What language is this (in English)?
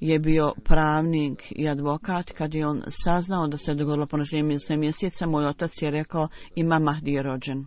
Bosnian